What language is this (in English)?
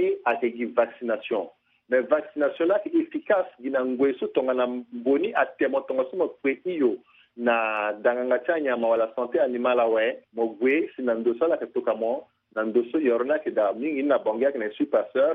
Sango